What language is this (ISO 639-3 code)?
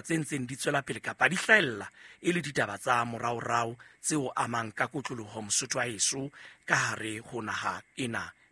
sot